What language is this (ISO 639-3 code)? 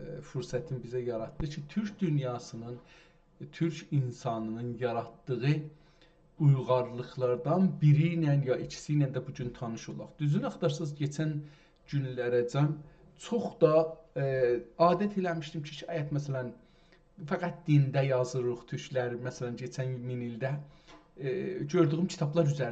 azb